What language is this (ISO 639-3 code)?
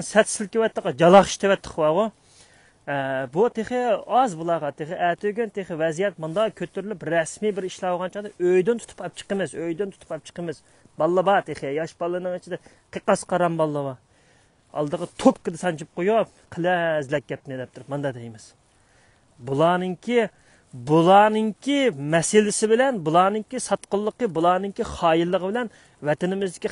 uig